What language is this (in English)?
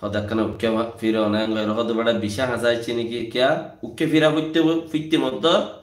Rohingya